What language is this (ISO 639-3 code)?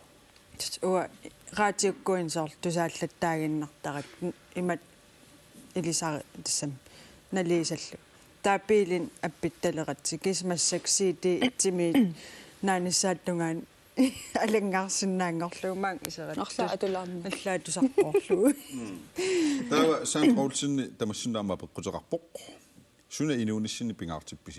kal